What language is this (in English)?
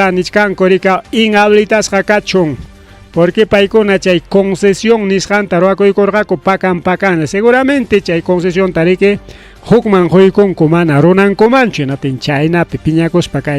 Ayacucho Quechua